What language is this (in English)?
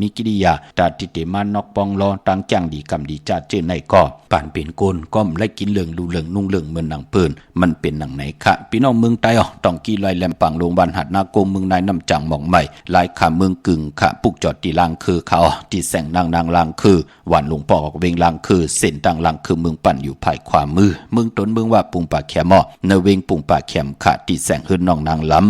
Shan